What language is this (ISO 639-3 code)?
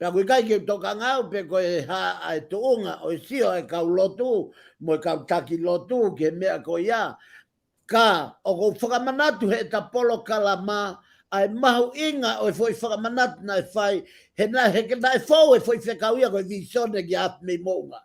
ton